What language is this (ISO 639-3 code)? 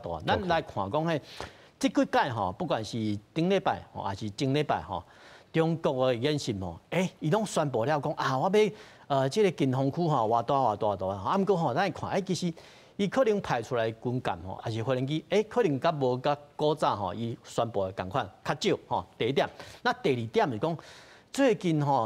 nan